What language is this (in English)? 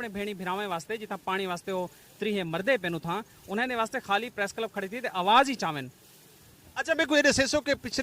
Saraiki